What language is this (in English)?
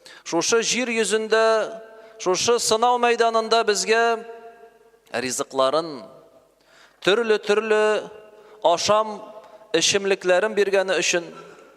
Tatar